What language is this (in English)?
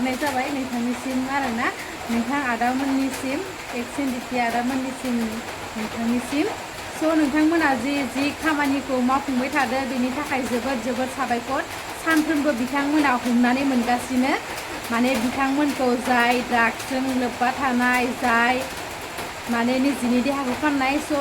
Bodo